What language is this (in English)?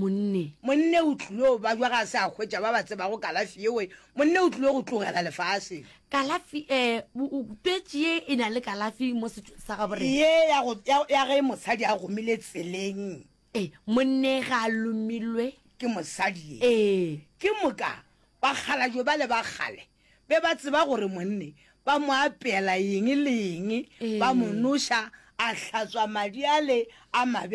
Northern Sotho